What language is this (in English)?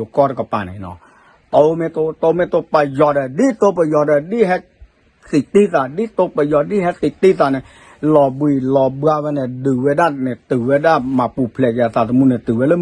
S'gaw Karen